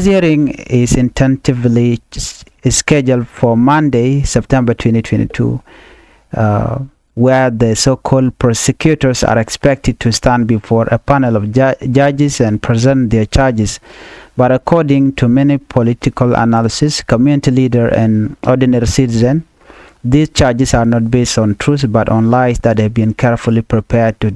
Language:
Nuer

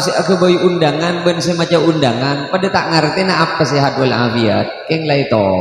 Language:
Madurese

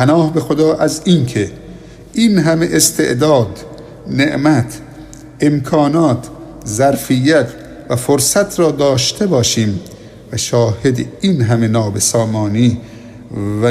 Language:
Persian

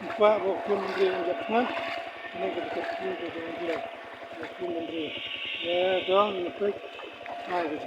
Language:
Khasi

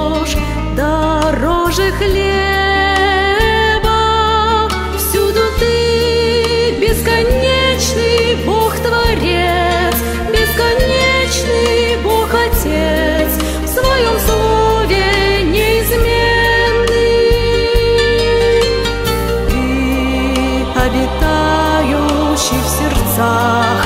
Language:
Russian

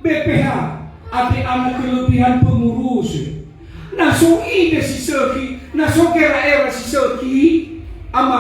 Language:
Nias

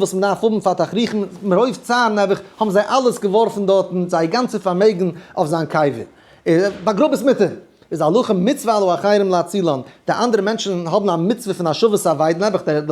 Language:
Yiddish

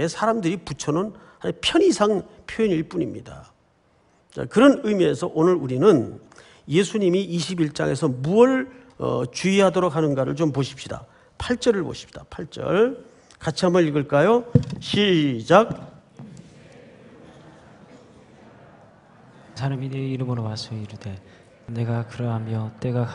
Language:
Korean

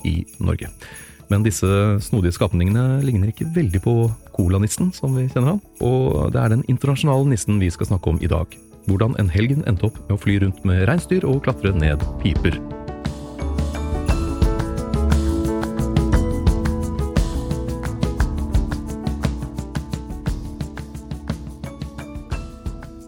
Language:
Norwegian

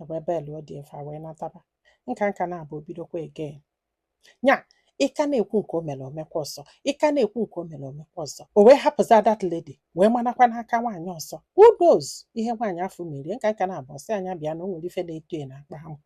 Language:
Igbo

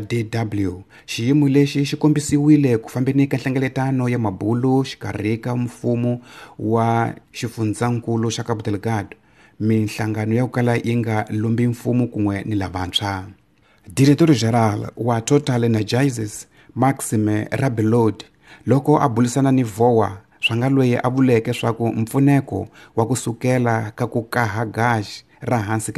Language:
Tsonga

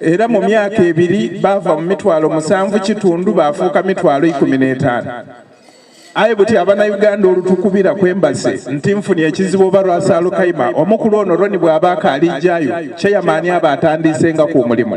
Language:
Soga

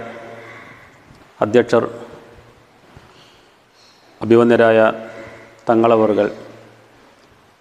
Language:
Malayalam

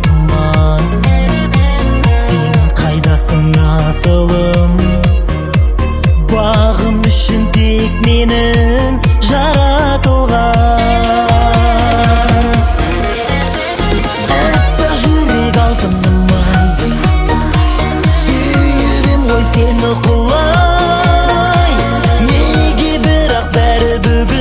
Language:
Kazakh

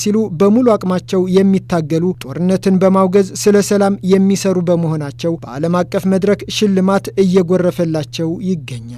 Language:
Amharic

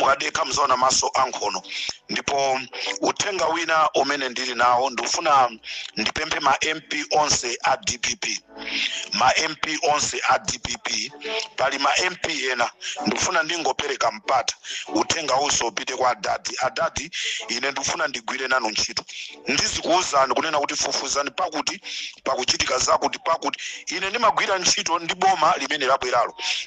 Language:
Nyanja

